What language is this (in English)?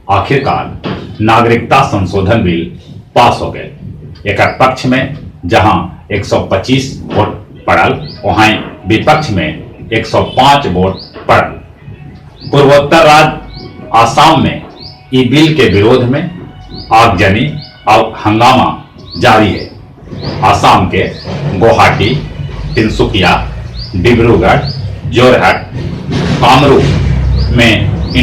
Magahi